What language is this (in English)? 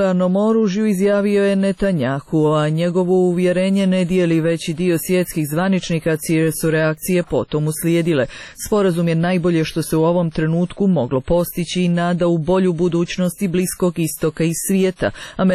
Serbian